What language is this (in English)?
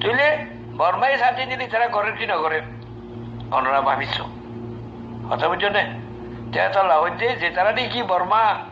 Rohingya